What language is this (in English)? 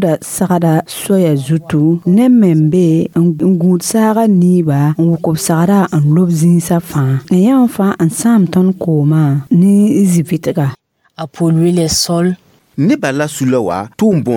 Mossi